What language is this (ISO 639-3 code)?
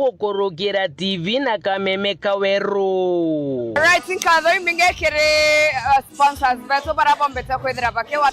mer